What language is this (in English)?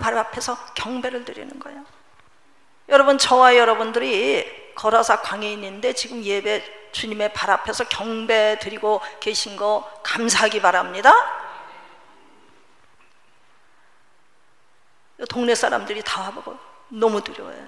Korean